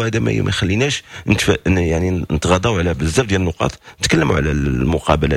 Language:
Moroccan Arabic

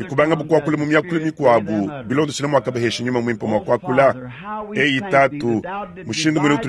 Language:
Luba-Lulua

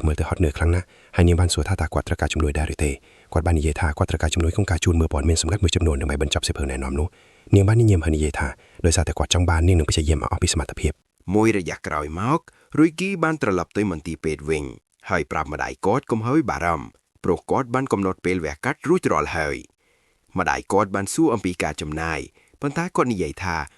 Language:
Khmer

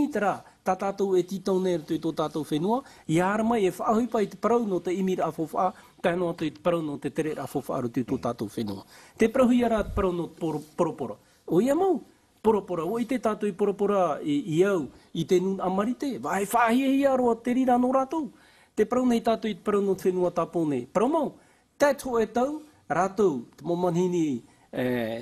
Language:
Tahitian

